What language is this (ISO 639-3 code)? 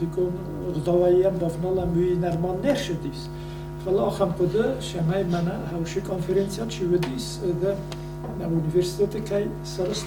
oss